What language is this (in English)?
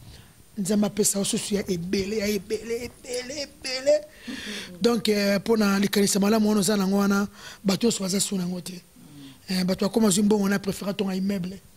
Lingala